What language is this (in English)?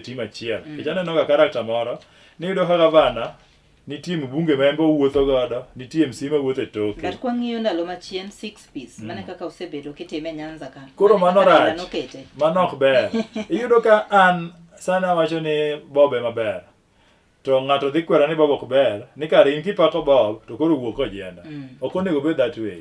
Luo (Kenya and Tanzania)